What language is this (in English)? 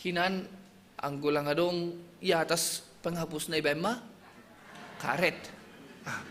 Batak Simalungun